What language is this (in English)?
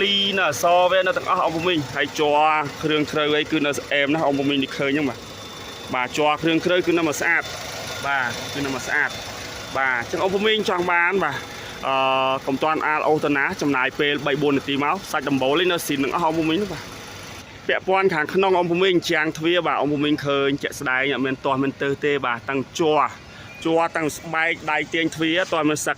Khmer